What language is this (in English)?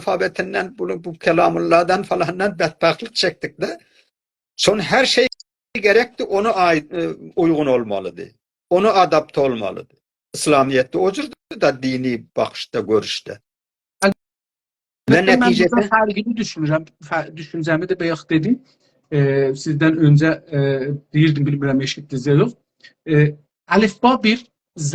South Azerbaijani